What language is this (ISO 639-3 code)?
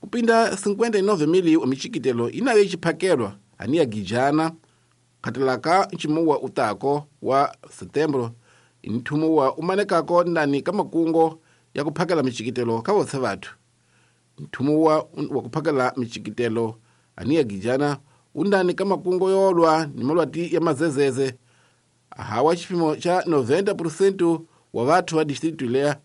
tso